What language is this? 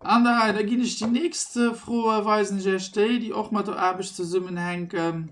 Luxembourgish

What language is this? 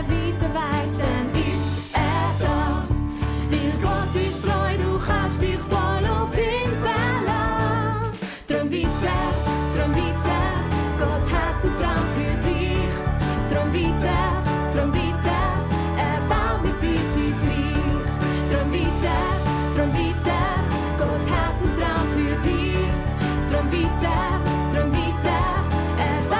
Swiss German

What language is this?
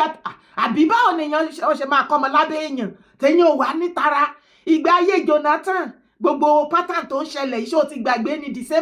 Yoruba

